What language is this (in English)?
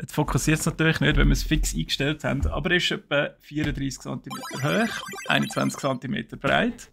Swiss German